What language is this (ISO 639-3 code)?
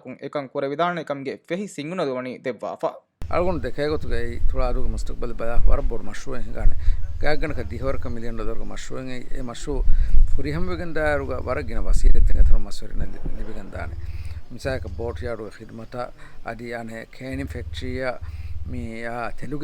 div